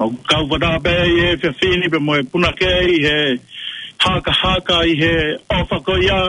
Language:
Tongan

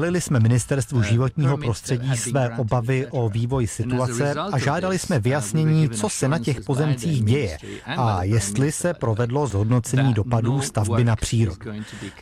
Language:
Czech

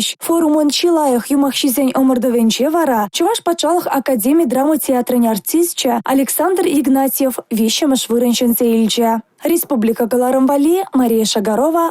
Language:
Chuvash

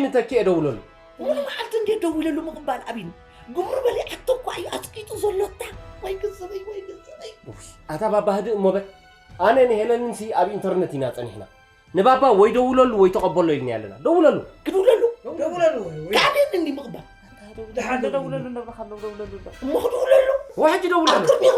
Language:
Tigrinya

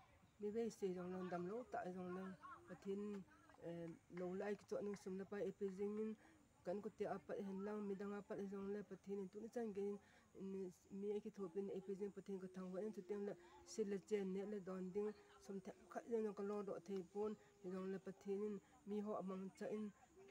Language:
Thado Chin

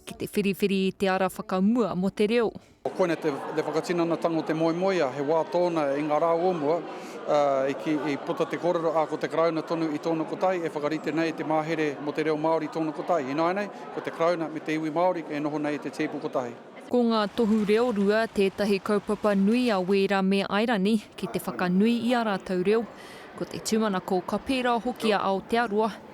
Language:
Māori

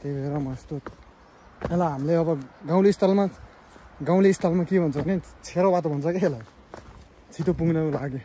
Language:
Nepali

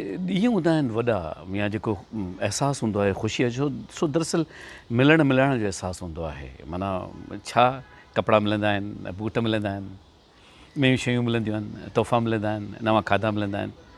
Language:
Sindhi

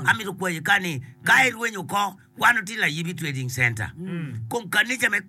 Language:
Acoli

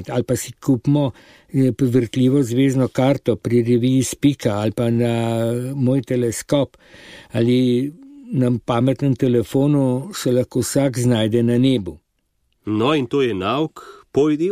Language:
Slovenian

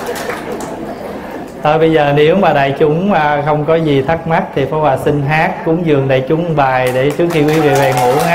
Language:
Vietnamese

